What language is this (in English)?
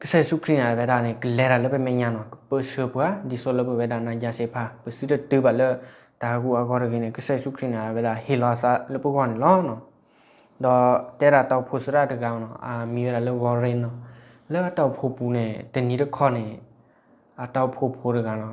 S'gaw Karen